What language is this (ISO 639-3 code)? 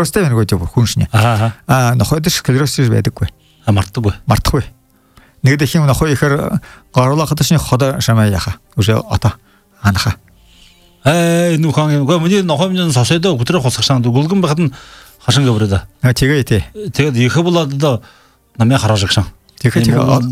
bua